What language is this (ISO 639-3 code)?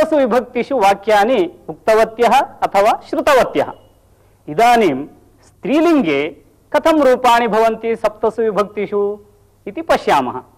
san